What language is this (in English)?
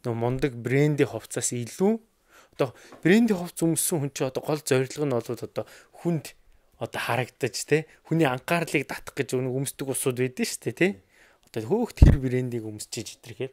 Mongolian